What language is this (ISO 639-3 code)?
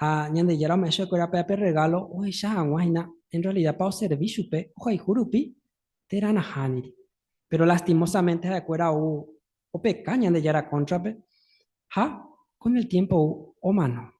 grn